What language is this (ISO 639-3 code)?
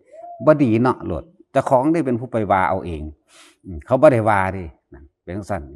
tts